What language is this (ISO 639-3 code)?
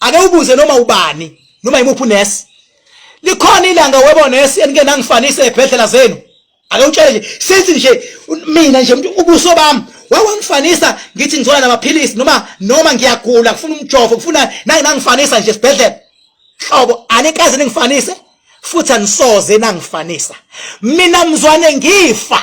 zul